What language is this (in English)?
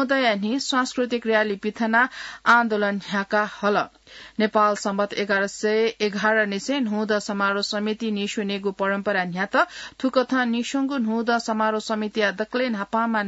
Newari